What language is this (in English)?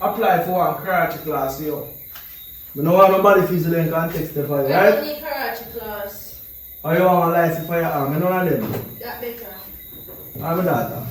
Jamaican Creole English